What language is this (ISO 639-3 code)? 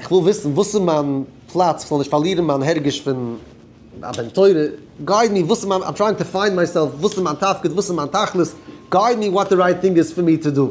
yid